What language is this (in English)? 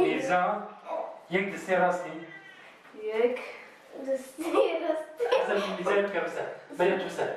Kurdish